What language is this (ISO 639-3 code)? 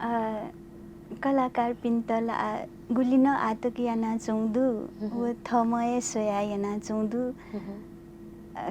new